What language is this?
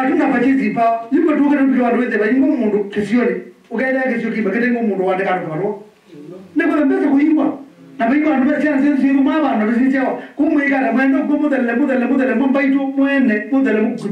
Kamba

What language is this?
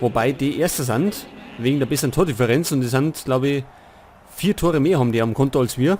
Bavarian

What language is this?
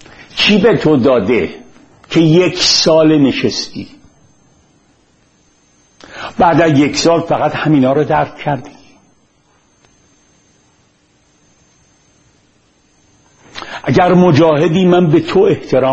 Persian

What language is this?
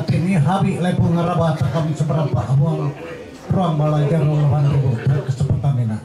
Ma'anyan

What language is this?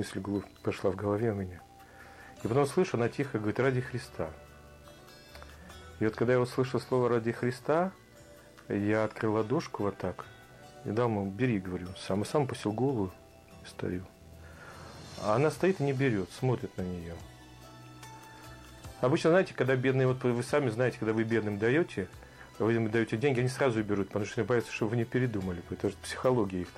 Russian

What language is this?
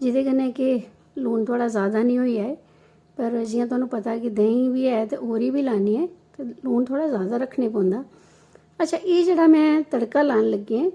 Dogri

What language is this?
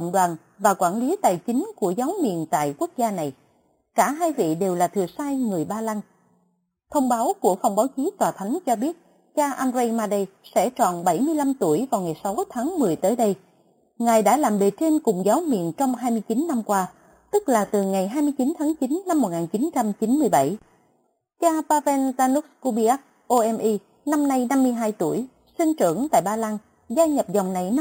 Vietnamese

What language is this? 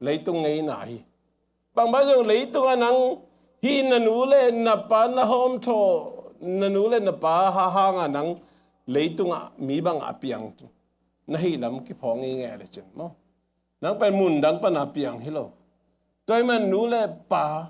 Tedim Chin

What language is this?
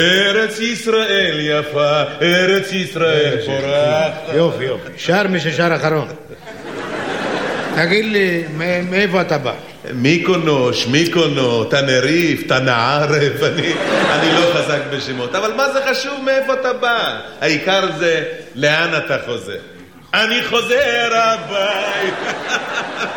Hebrew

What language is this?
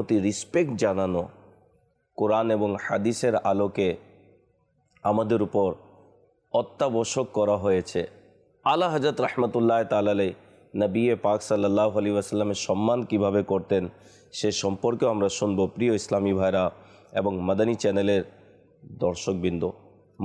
Bangla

